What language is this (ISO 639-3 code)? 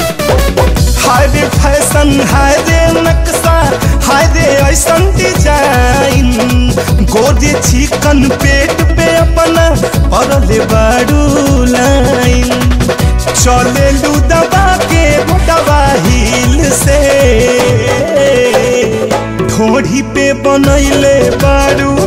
bho